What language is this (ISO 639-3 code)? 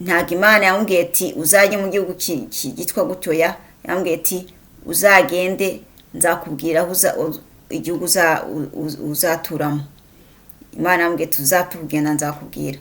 kin